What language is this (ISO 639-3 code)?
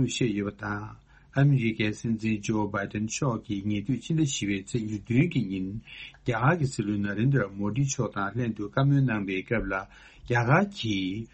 bod